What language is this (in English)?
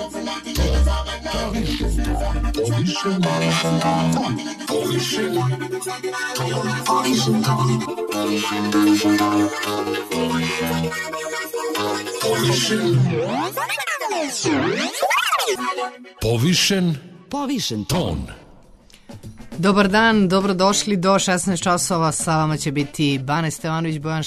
Serbian